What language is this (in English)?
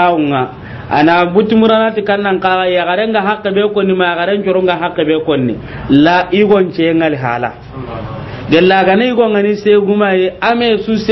Soninke